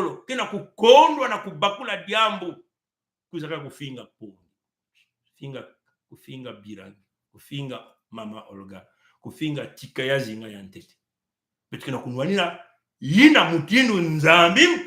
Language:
Kituba (Congo)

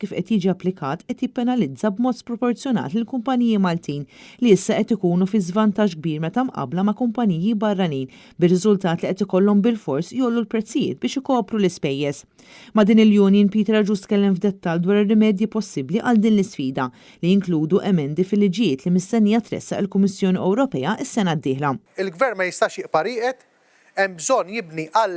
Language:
Maltese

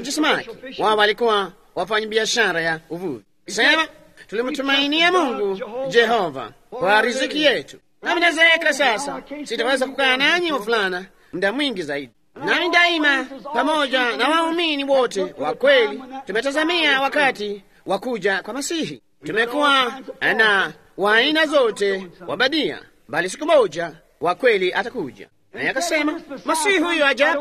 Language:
Swahili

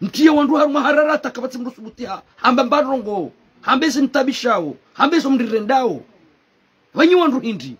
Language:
Ngazidja Comorian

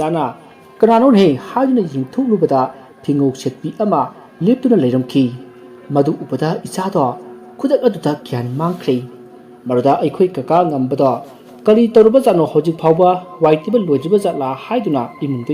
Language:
Manipuri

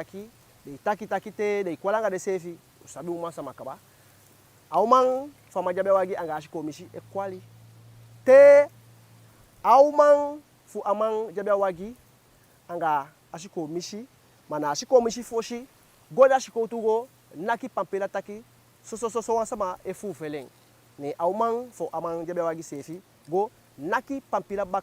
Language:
Eastern Maroon Creole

